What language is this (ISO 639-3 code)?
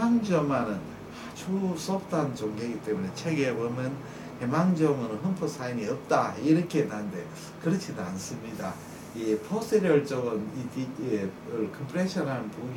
kor